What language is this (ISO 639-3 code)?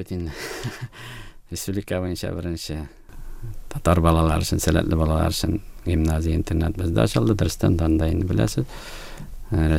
tat